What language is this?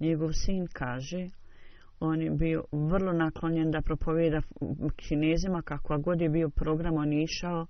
Bosnian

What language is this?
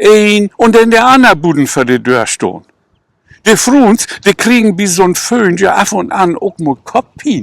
Low German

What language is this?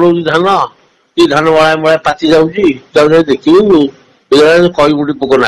Odia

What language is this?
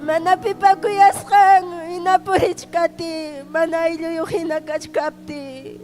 Ayacucho Quechua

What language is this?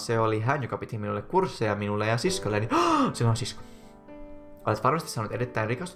Finnish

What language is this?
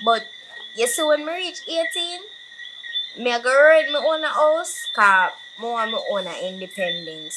Jamaican Creole English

